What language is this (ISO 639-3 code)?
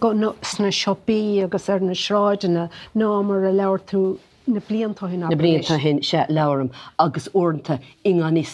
gle